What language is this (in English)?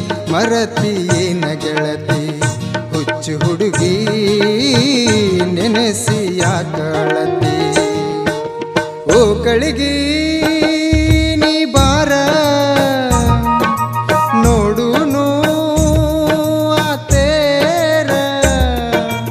Kannada